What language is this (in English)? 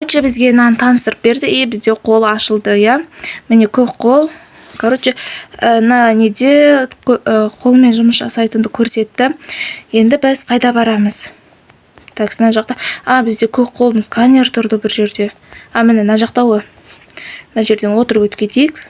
Kazakh